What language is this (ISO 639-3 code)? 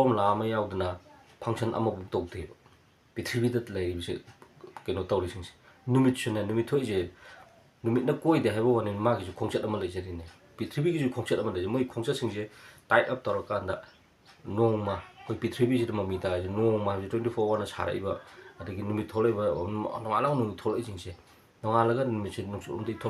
mni